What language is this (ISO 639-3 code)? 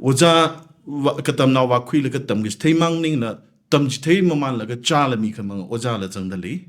nmf